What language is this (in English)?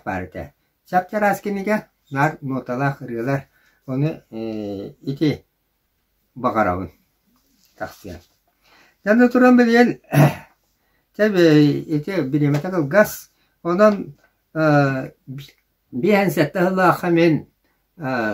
Yakut